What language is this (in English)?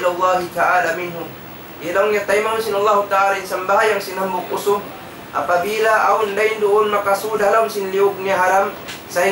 Tausug